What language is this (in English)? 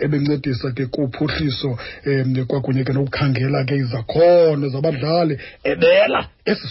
Xhosa